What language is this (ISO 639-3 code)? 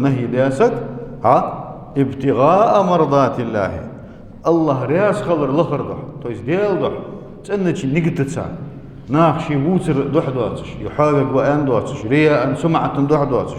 inh